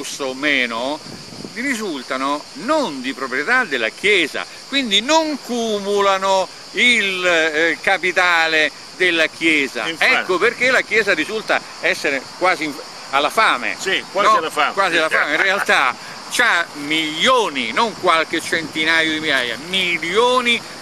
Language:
Italian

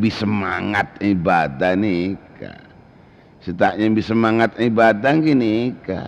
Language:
Madurese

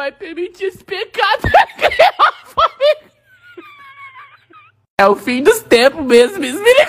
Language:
Portuguese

